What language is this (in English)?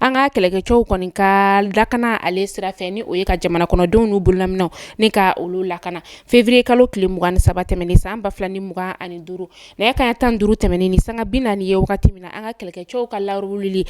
Bambara